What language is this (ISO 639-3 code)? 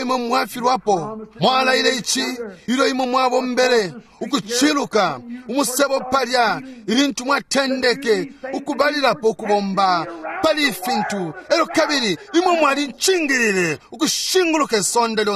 bem